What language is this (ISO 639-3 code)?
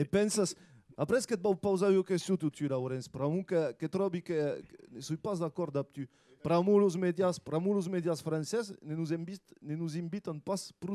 oci